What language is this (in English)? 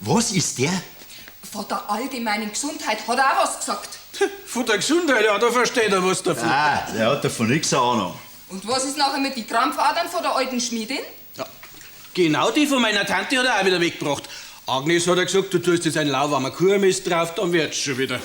Bavarian